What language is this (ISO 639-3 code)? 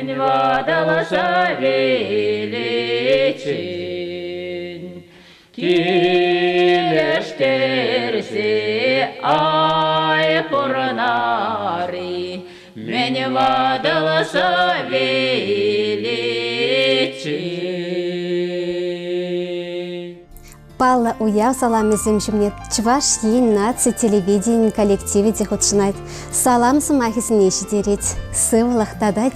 chv